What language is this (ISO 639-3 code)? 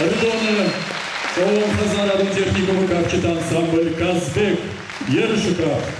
oss